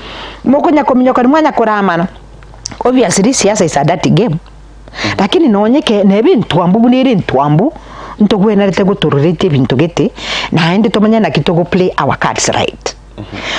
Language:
Gusii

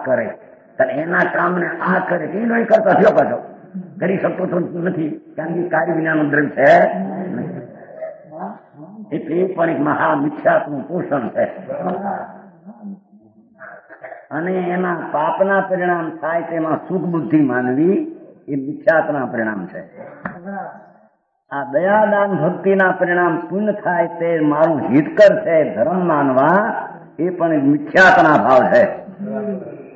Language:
Gujarati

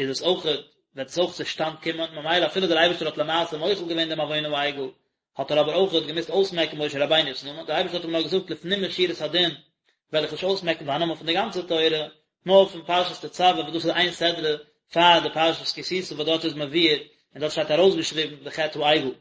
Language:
Yiddish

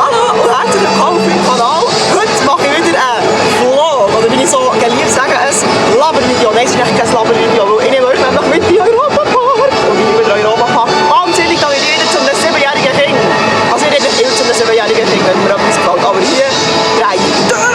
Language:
Swiss German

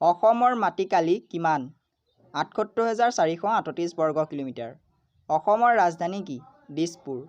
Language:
Assamese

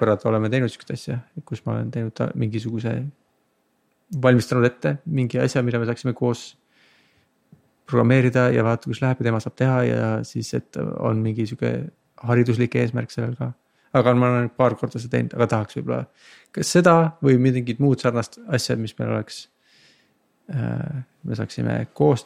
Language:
Estonian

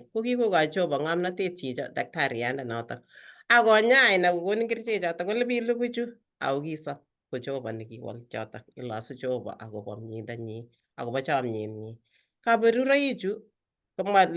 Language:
Kalenjin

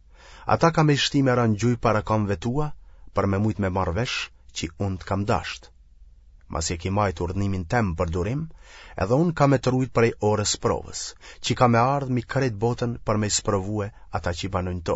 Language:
Albanian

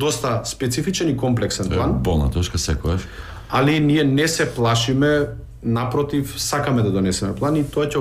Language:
Macedonian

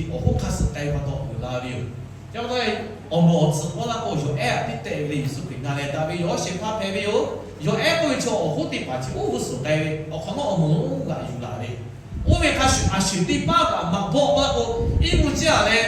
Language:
Lahu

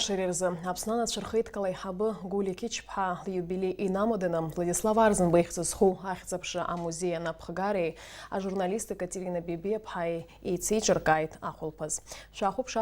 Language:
Abkhazian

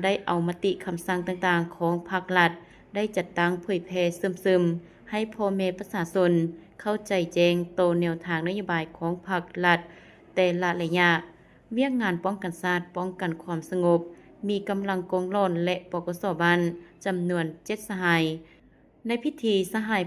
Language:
Lao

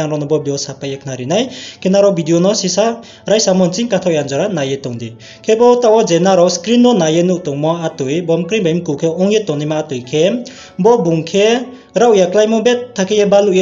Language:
Riang (India)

